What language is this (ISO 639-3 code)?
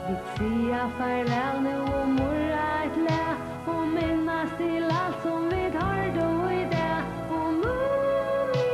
fao